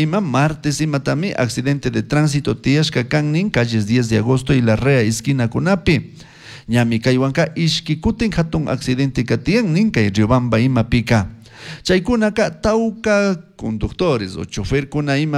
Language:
Chimborazo Highland Quichua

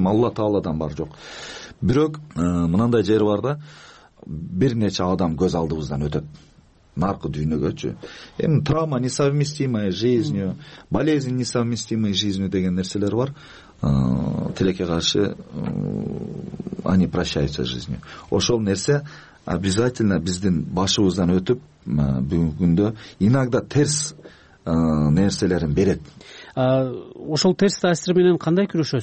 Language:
Kyrgyz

